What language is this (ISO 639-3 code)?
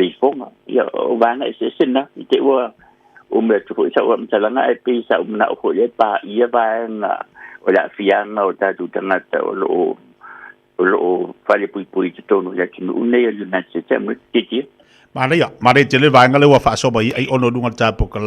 smo